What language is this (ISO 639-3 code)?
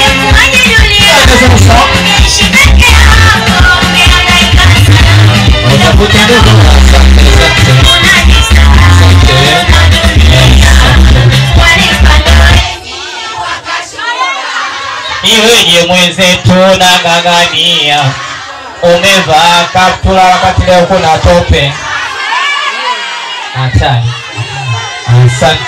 swa